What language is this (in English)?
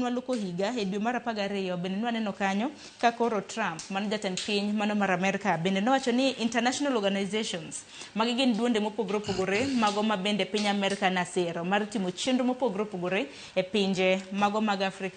Luo (Kenya and Tanzania)